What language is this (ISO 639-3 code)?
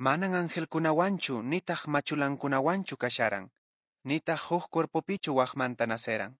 que